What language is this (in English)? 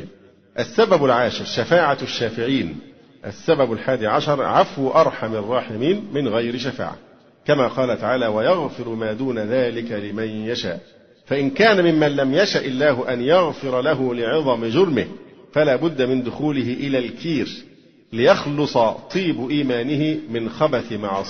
Arabic